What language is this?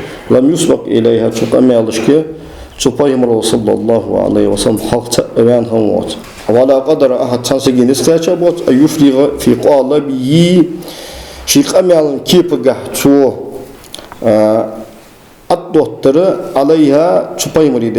Ingush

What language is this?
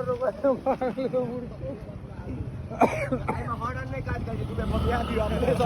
Maithili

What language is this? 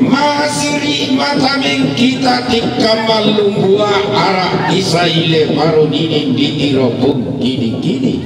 Toraja-Sa'dan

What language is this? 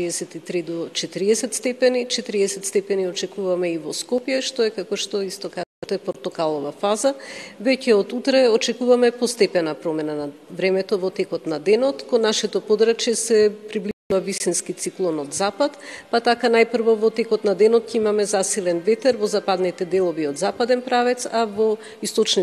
Macedonian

